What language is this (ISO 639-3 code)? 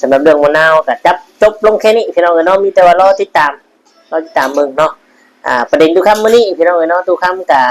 lao